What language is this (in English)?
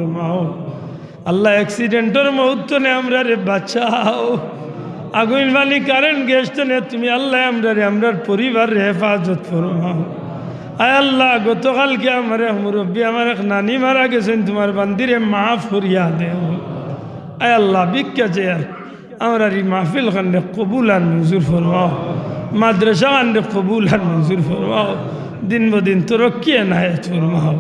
Sylheti